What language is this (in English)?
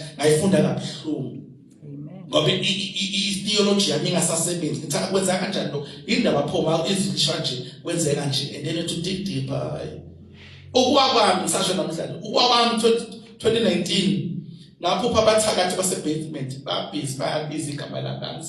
Zulu